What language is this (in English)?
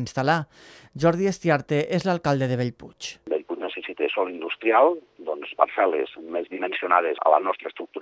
Catalan